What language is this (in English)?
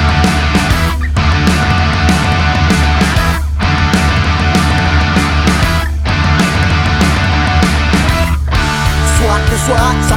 Filipino